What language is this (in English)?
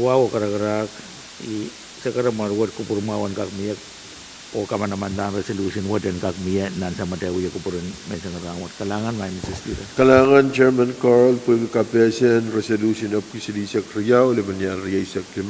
Pohnpeian